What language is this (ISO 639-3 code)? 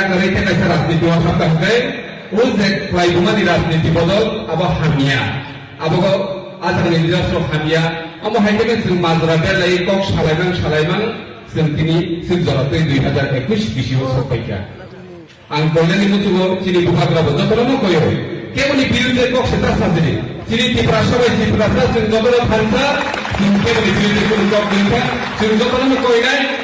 trp